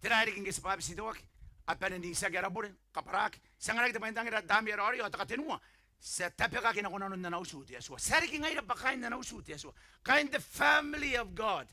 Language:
Gilbertese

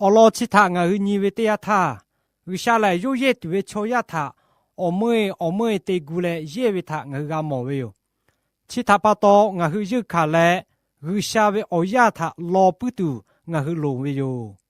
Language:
Lahu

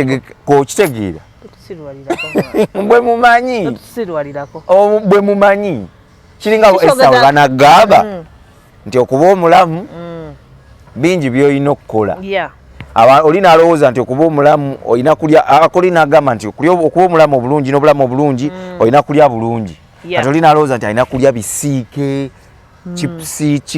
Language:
Ganda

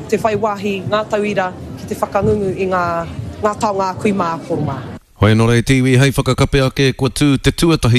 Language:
Māori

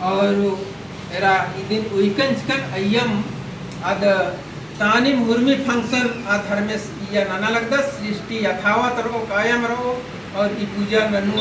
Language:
Kurukh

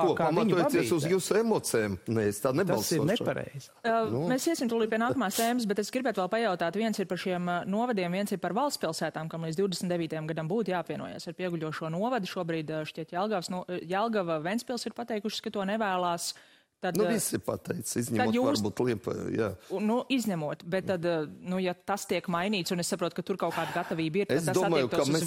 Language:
Latvian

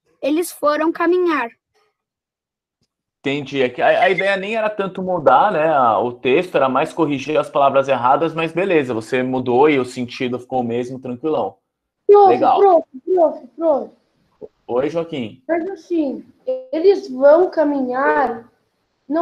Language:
Portuguese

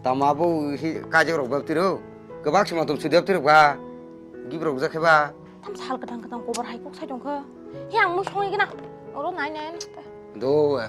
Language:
Kok Borok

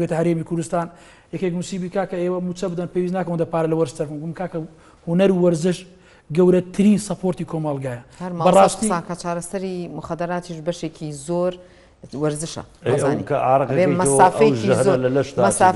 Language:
Central Kurdish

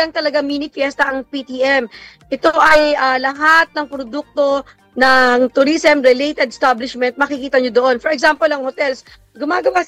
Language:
Filipino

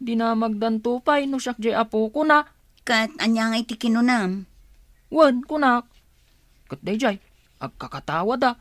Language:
Iloko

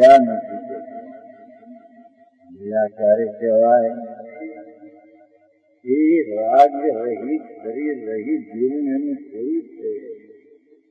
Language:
Gujarati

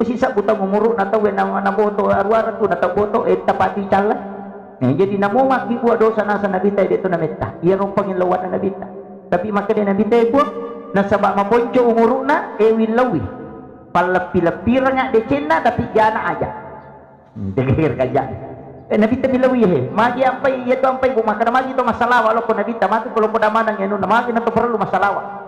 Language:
Buginese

